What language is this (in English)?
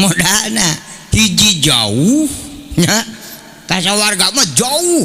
Sundanese